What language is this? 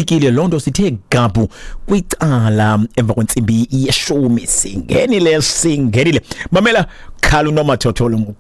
Xhosa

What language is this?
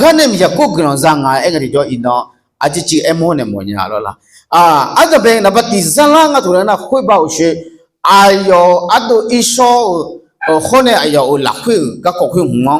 Akha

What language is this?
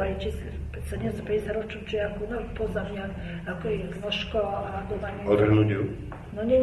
Slovak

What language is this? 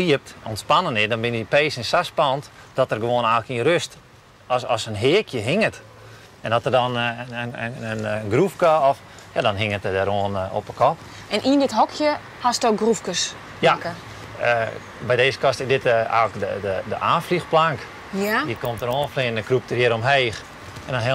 Western Frisian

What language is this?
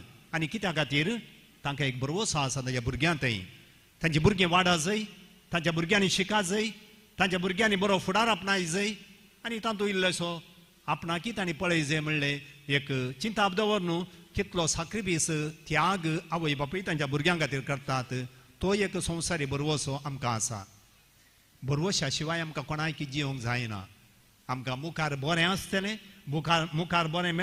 Konkani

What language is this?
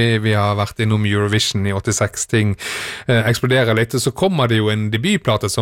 Norwegian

